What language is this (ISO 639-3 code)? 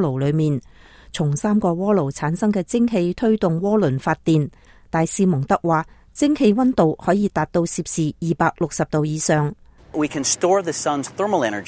yue